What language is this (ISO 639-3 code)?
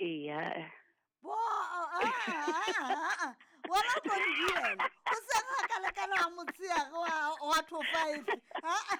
sot